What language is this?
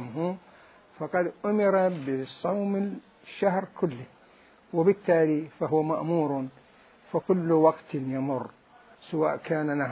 Mesopotamian Arabic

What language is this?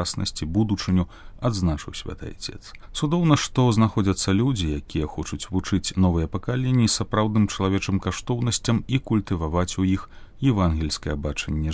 Belarusian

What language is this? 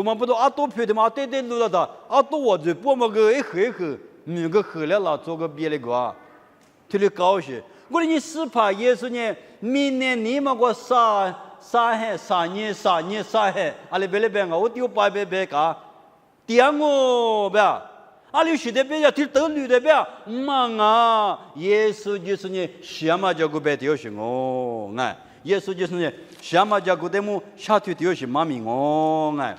Lisu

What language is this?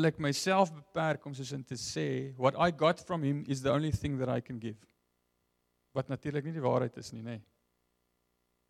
Afrikaans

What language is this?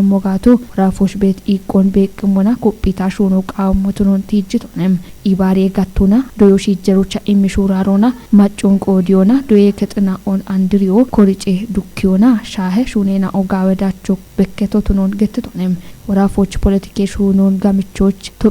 Kafa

